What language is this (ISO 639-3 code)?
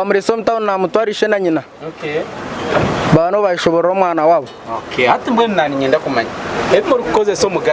nyn